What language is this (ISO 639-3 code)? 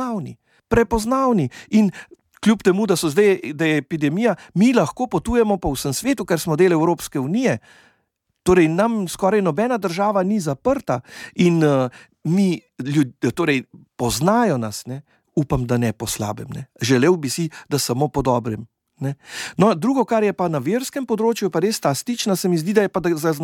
slv